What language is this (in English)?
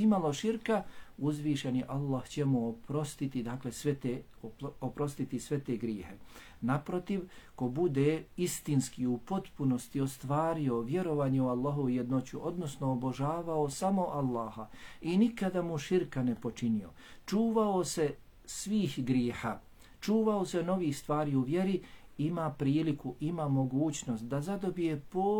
Bosnian